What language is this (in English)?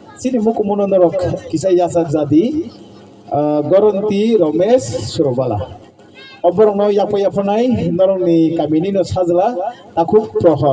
Kok Borok